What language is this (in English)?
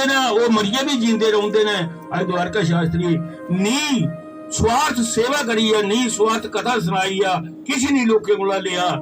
Dogri